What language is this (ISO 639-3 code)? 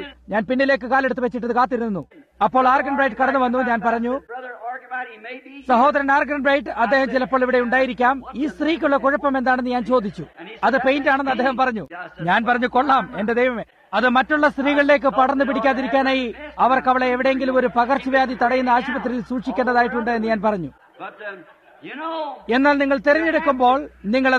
mal